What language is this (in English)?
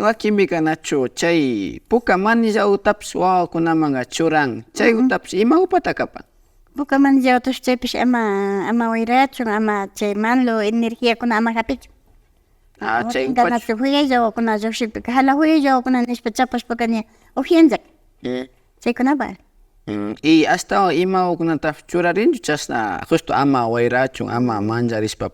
Imbabura Highland Quichua